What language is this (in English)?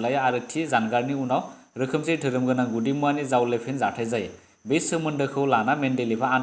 Bodo